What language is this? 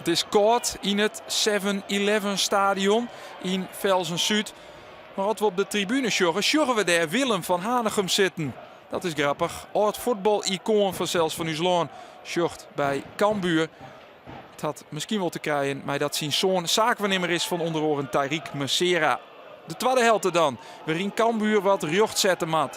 Western Frisian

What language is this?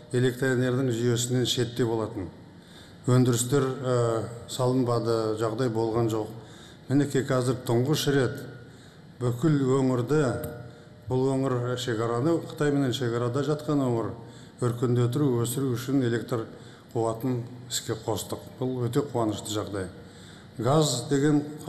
Kazakh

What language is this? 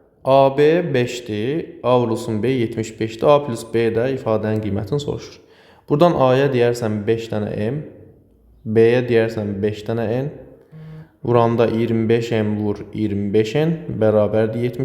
Azerbaijani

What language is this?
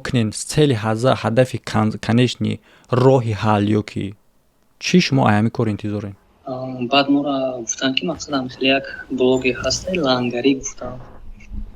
Tajik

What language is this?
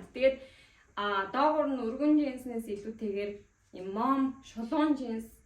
Mongolian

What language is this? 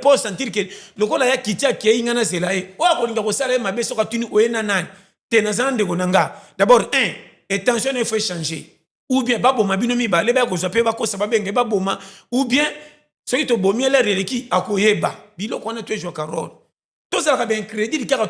Lingala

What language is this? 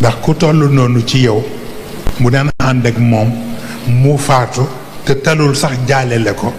Wolof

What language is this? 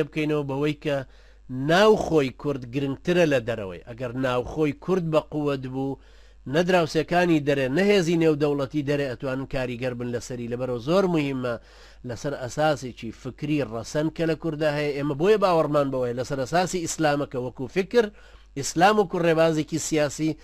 Central Kurdish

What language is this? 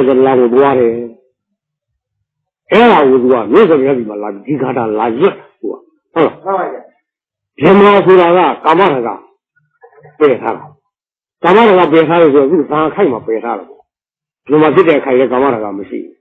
Burmese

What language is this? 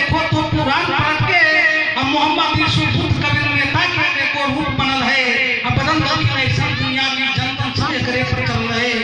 Magahi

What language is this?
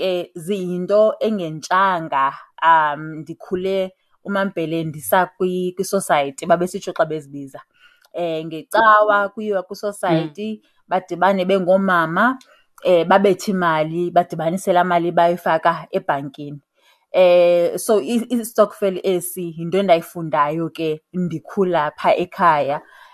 Xhosa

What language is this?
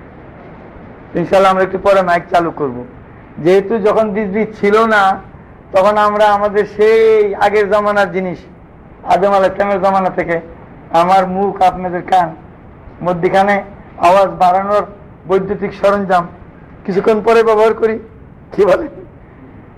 Bangla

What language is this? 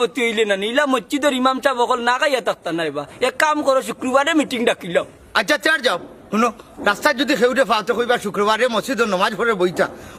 Sylheti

